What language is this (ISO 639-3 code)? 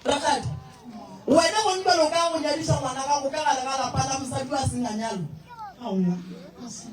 nso